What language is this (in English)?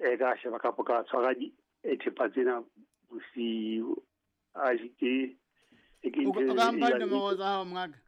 Southern Sotho